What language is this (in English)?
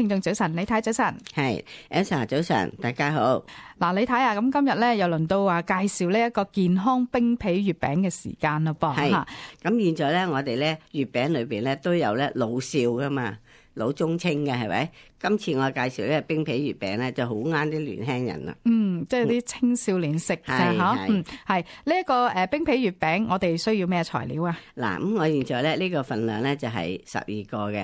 Cantonese